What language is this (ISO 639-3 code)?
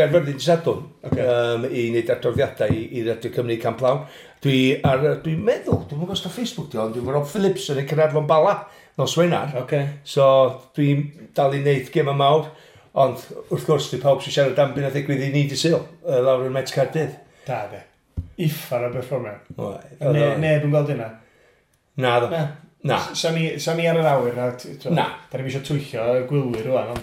cym